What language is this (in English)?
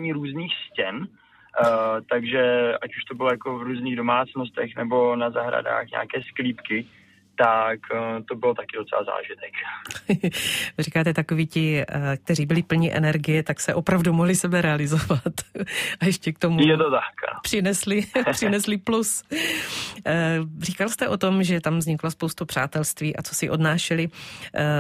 Czech